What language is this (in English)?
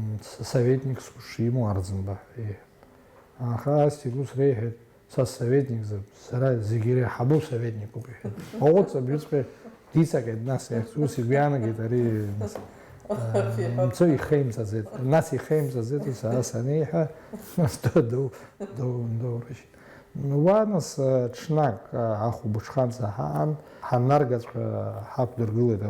Abkhazian